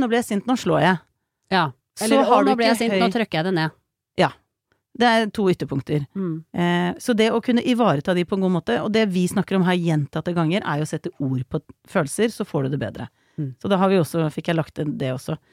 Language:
Norwegian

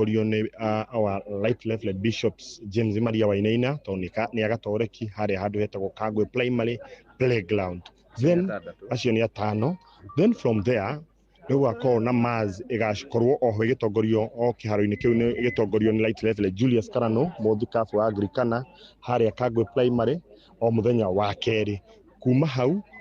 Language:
Kikuyu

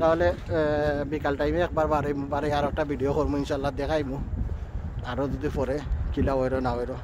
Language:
Sylheti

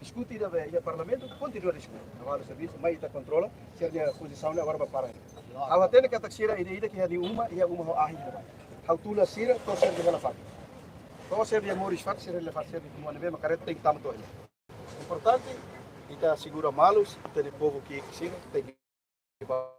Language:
Tetum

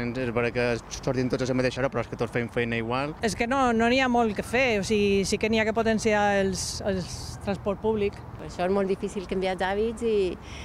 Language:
Catalan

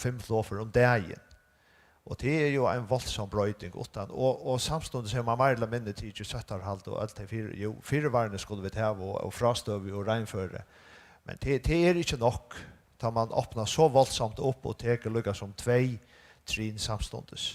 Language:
Faroese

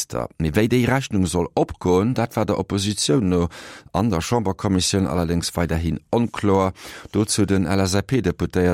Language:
Luxembourgish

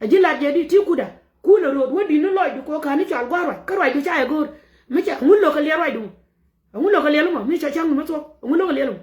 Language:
Nuer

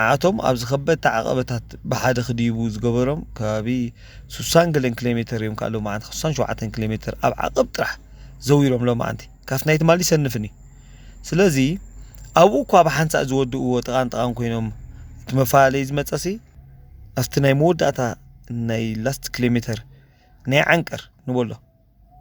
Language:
Tigrinya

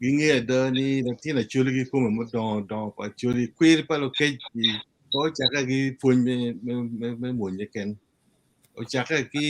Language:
Acoli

